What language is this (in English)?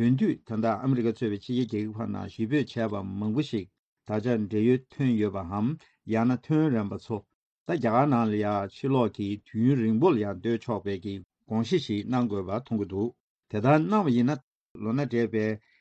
Tibetan